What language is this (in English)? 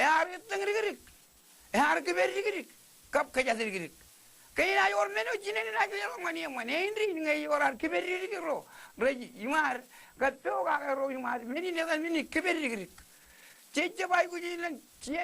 Marshallese